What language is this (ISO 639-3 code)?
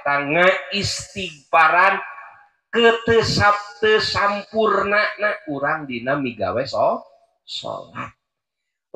sun